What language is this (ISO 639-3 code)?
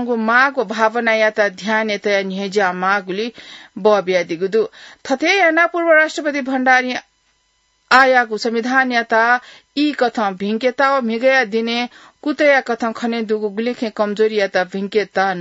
new